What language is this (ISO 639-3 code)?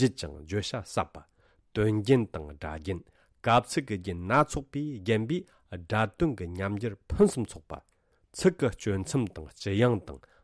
bod